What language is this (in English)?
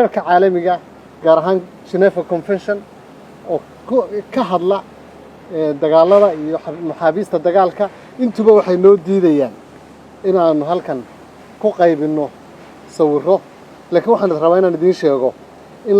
Somali